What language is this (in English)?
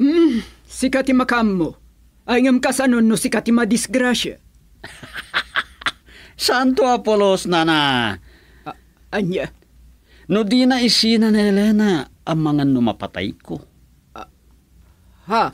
Iloko